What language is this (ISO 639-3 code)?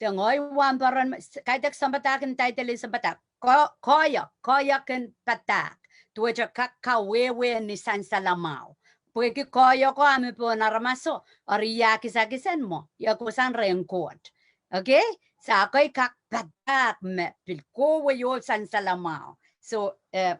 pon